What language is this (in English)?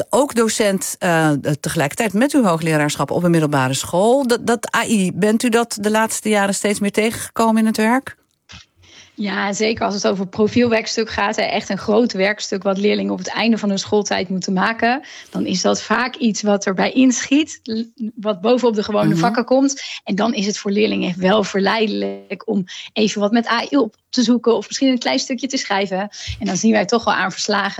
Dutch